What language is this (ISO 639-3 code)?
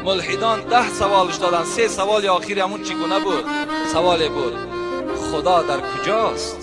tgk